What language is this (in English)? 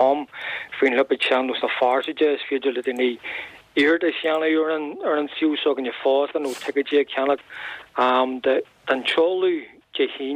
Irish